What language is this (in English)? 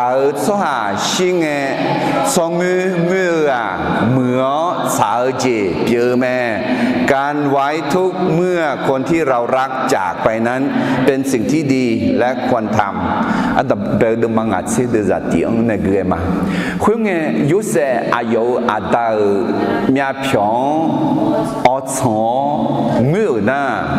Akha